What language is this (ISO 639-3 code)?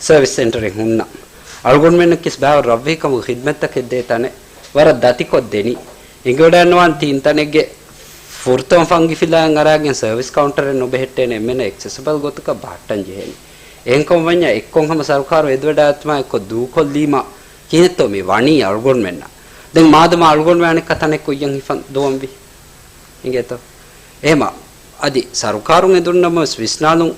div